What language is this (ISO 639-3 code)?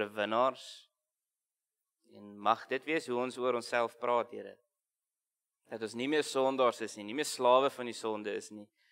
afr